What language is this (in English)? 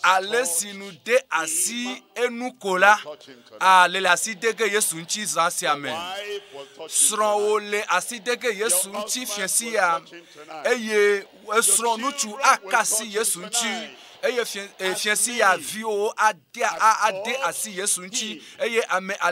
Ewe